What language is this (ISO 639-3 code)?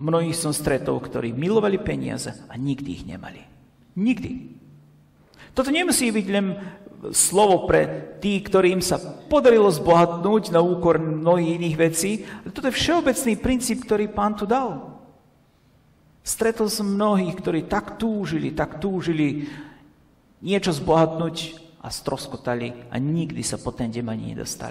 slk